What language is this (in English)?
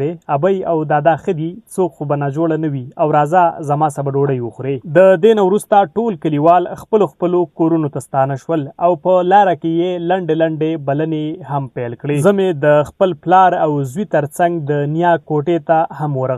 Pashto